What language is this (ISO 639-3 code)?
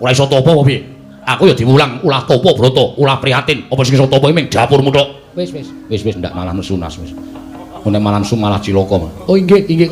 jav